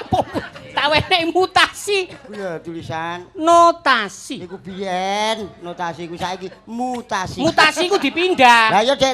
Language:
Javanese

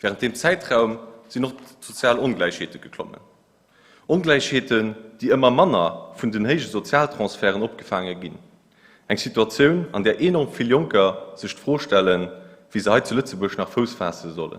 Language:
Luxembourgish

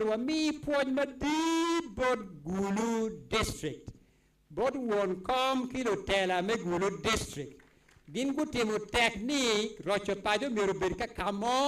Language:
Acoli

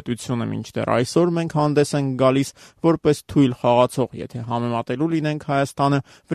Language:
Armenian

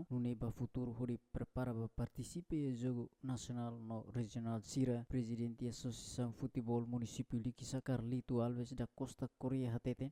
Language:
Tetum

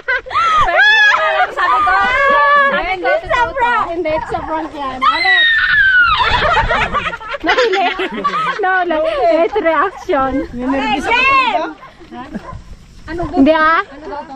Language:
Filipino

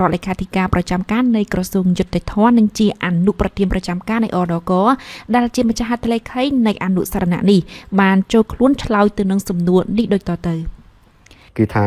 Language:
Khmer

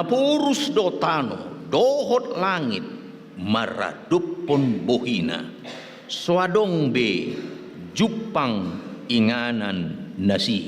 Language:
Batak Toba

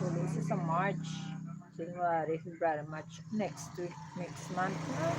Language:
Hiligaynon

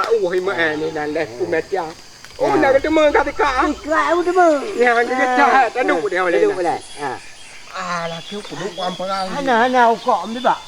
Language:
Achinese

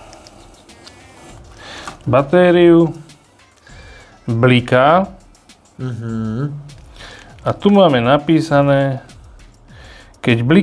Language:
Slovak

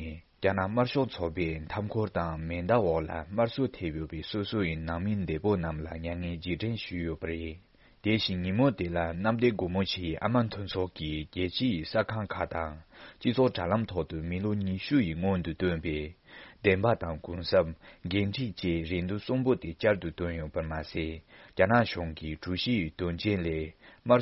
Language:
Tibetan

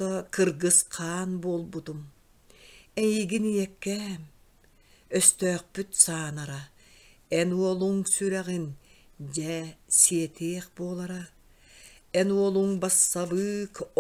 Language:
Yakut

